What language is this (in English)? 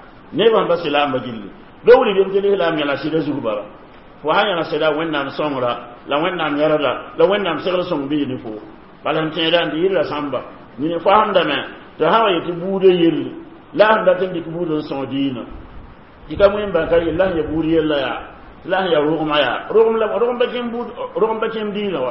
Mossi